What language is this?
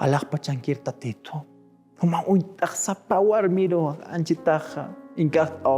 Aymara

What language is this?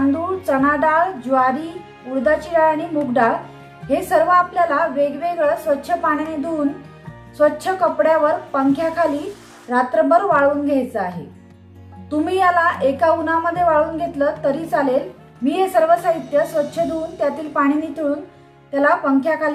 Marathi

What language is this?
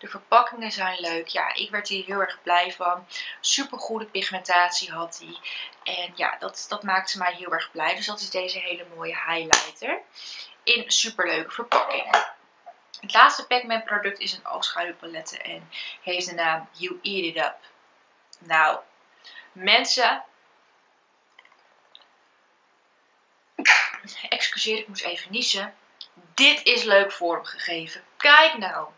Dutch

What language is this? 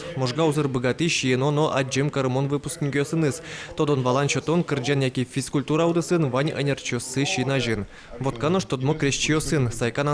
Udmurt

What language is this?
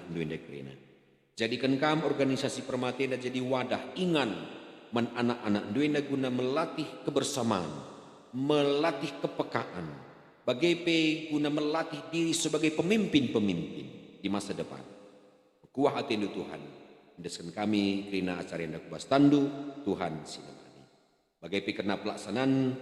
Batak Karo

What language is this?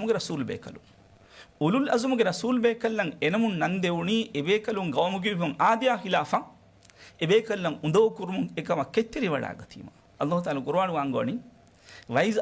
Divehi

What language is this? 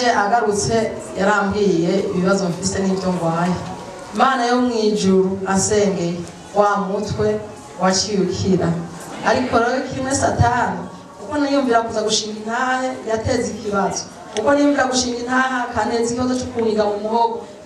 Rundi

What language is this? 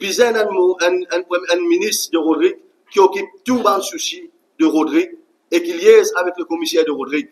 Morisyen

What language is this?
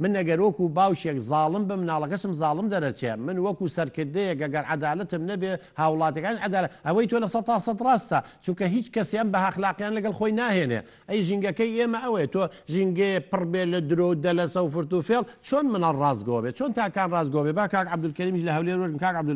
Central Kurdish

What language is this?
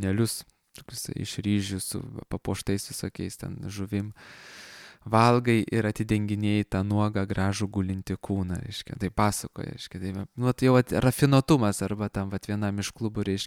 Lithuanian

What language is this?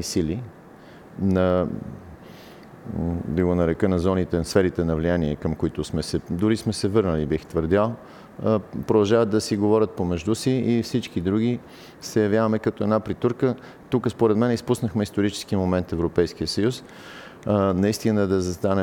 Bulgarian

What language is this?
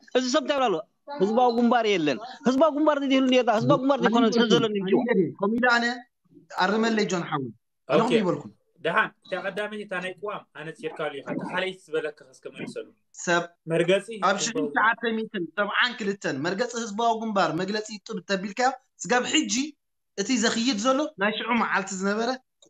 Tigrinya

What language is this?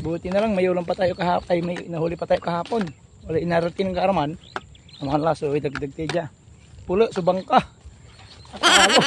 Pangasinan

